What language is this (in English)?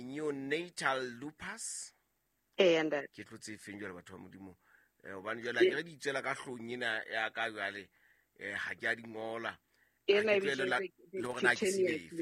Southern Sotho